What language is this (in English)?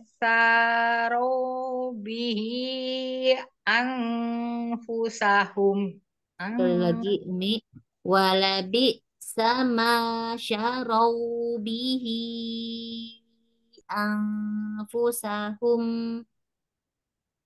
Indonesian